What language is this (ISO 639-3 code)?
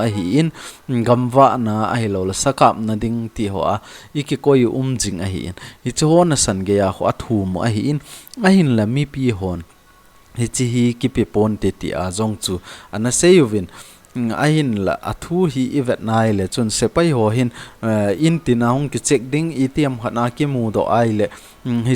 tcz